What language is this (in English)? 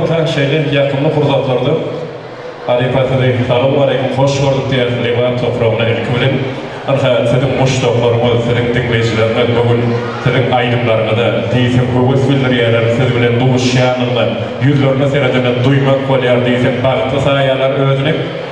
Turkmen